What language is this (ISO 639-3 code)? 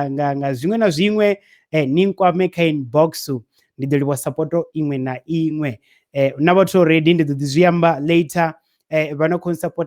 ven